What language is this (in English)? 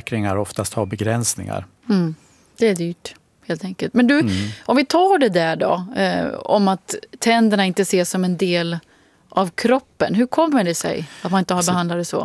Swedish